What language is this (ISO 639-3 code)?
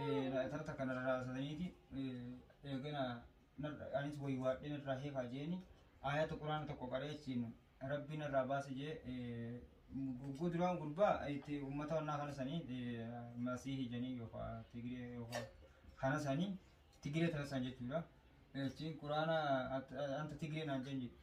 orm